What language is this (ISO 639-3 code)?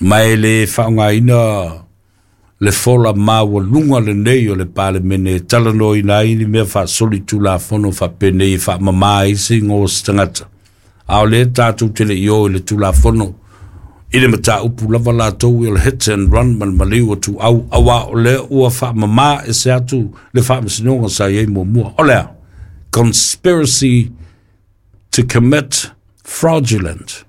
smo